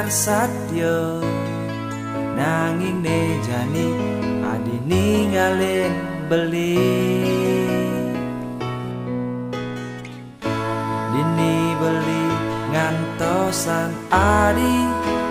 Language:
Balinese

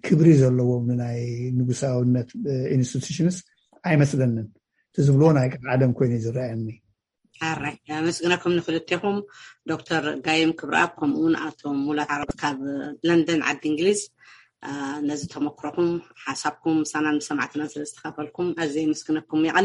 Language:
Tigrinya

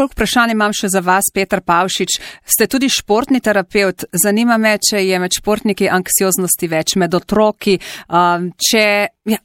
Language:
Slovenian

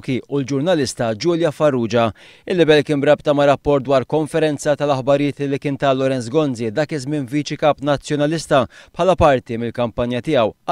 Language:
Maltese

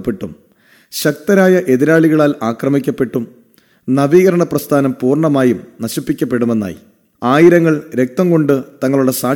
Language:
Malayalam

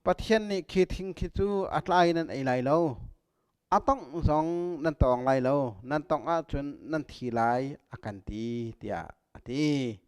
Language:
Hakha Chin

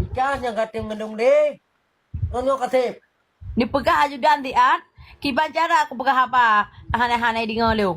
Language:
Achinese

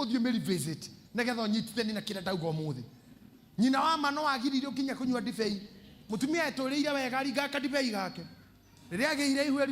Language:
Kikuyu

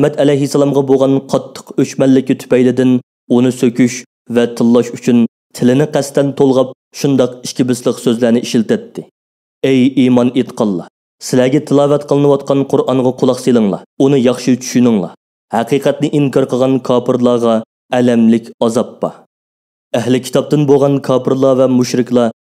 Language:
Uyghur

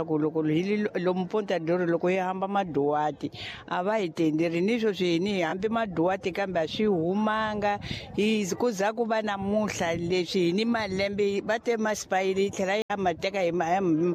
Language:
Tsonga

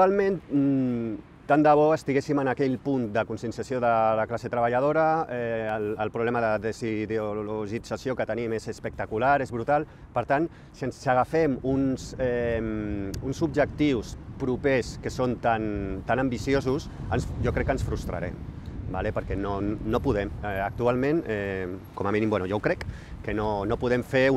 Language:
Catalan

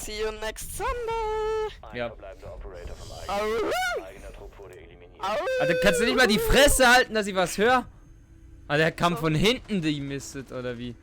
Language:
Swiss German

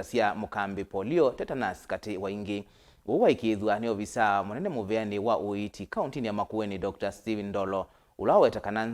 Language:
Kamba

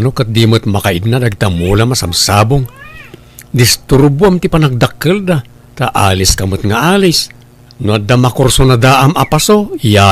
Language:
Iloko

